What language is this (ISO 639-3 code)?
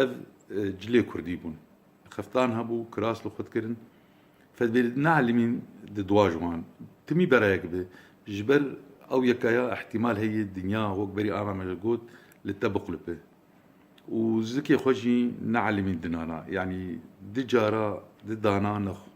kur